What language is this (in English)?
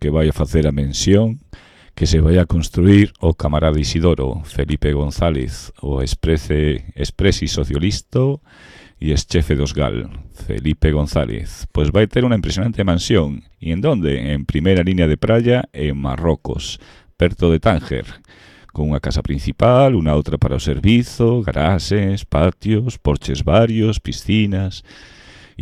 Galician